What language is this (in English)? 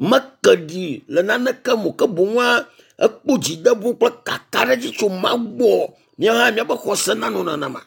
Ewe